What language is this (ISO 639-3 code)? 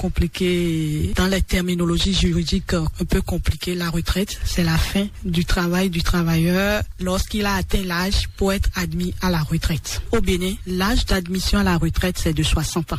fra